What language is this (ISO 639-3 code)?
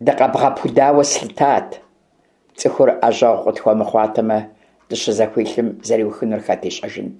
kbd